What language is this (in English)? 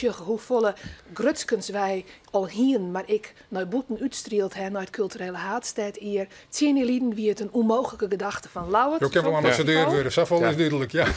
Western Frisian